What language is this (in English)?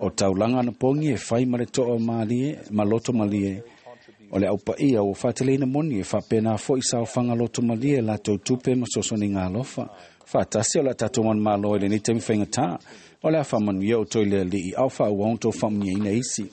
Samoan